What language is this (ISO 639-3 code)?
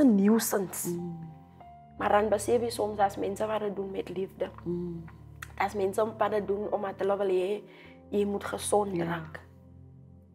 afr